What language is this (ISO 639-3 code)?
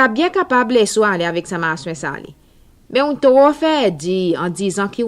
crs